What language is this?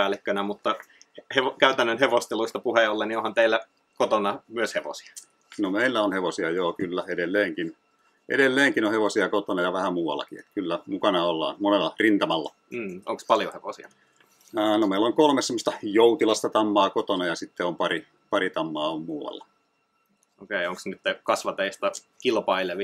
Finnish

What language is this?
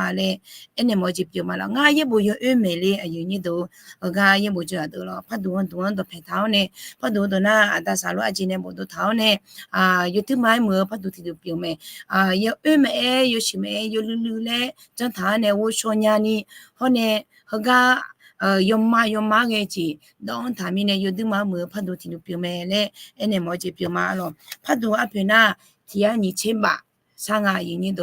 Akha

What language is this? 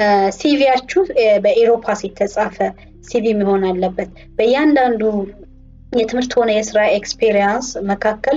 Amharic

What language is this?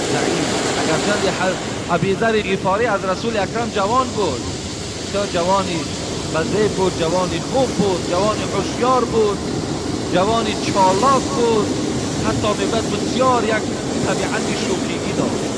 Tajik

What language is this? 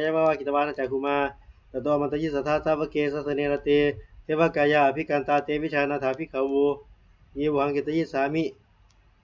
Pali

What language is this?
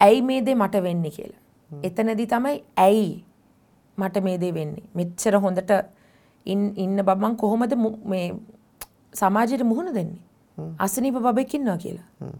Sinhala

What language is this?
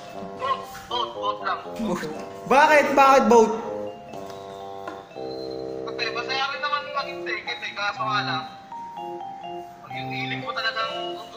Filipino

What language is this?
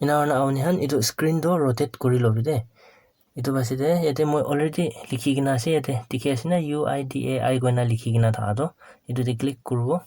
Naga Pidgin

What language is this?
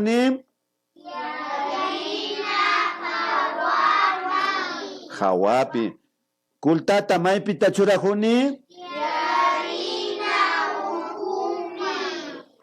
Imbabura Highland Quichua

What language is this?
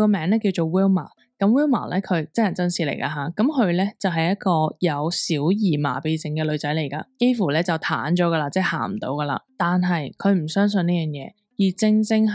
Cantonese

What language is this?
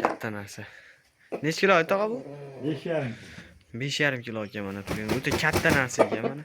Uzbek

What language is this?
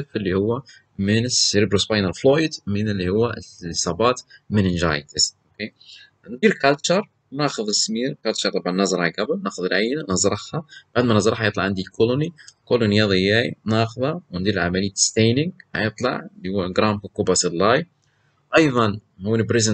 Libyan Arabic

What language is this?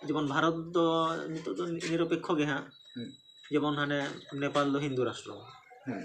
Santali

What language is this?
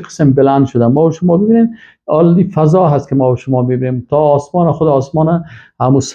Persian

